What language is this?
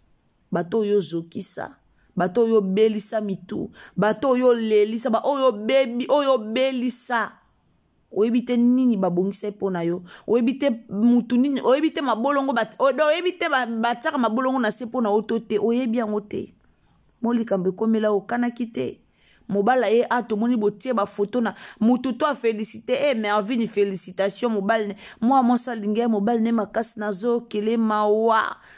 Lingala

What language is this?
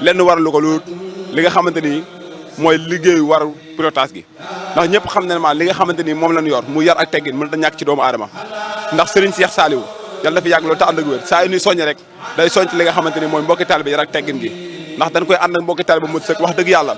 Wolof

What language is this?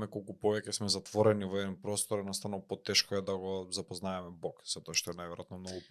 Macedonian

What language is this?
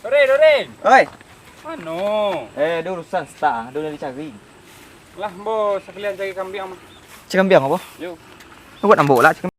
Minangkabau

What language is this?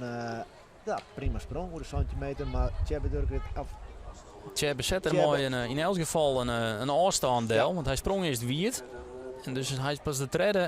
Western Frisian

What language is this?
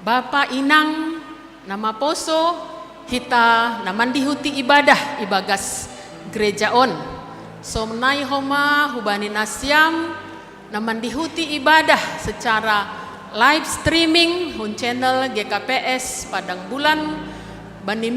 Batak Simalungun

